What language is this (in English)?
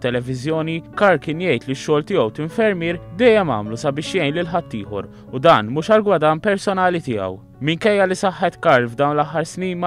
Maltese